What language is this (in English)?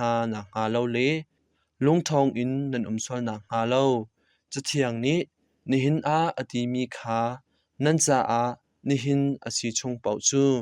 Hakha Chin